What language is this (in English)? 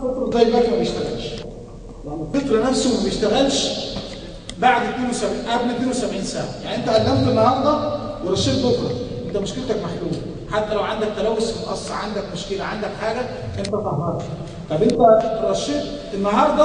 Egyptian Arabic